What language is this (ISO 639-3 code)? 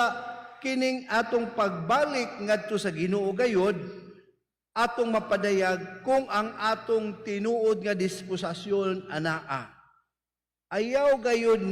ceb